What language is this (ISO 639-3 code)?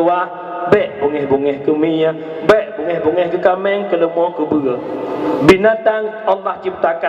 ace